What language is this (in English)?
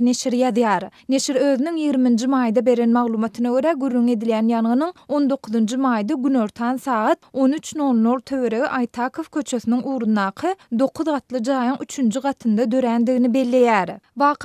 Turkmen